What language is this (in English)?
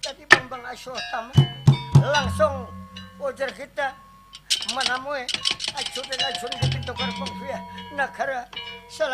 Banjar